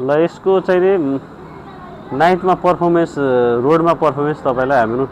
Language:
Nepali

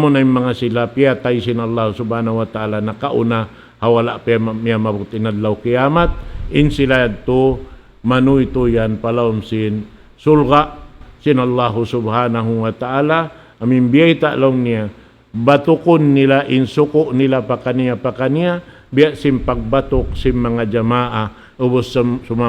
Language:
Tausug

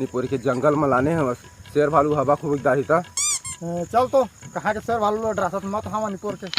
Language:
Chhattisgarhi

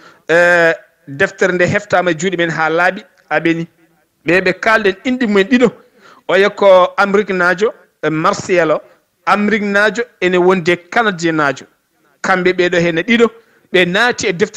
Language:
Fula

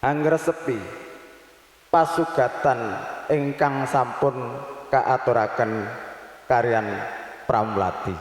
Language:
Javanese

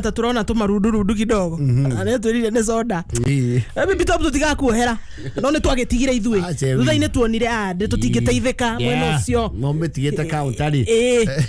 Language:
Kikuyu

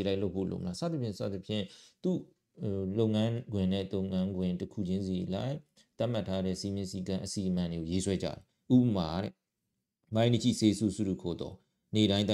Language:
Burmese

